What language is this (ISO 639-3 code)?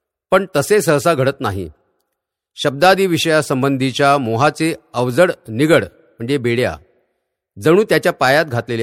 mar